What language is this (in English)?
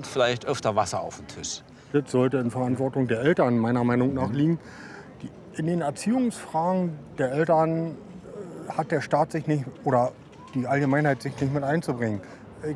German